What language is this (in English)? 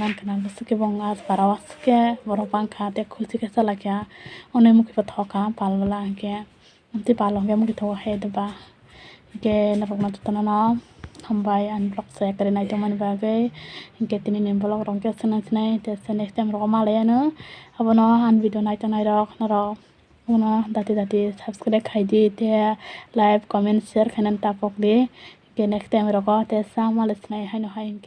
Kok Borok